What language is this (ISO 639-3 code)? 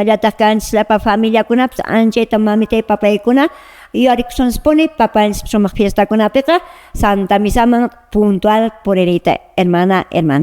que